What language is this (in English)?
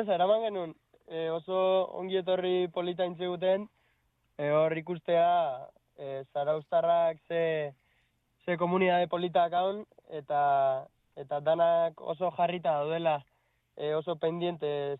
Basque